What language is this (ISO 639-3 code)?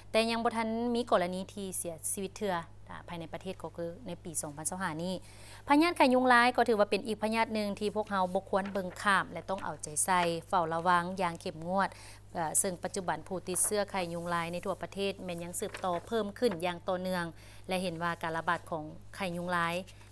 lao